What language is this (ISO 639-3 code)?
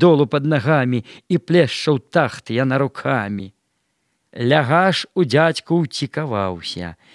bel